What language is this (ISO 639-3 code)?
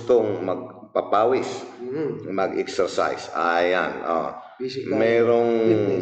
pag